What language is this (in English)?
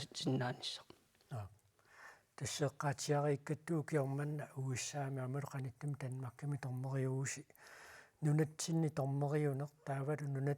Kalaallisut